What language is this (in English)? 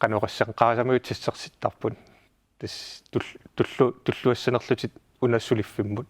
Kalaallisut